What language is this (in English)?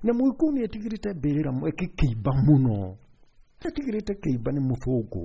Kikuyu